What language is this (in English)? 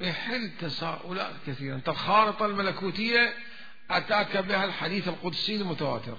Mesopotamian Arabic